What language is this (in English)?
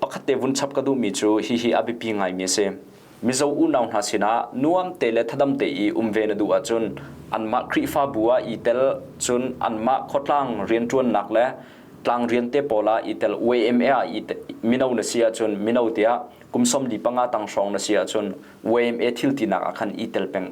Hakha Chin